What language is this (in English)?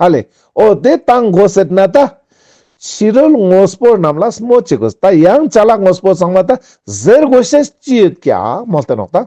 Ladakhi